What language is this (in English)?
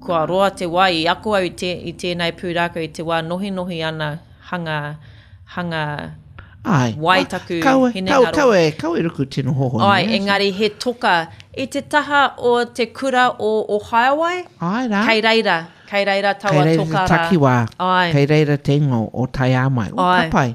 Māori